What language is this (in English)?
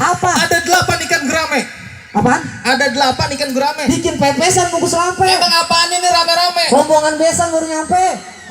Betawi